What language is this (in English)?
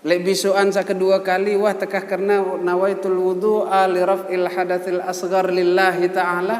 Sasak